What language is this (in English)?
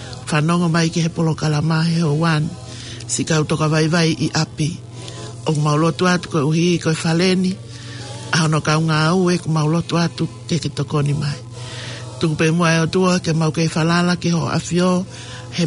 Tongan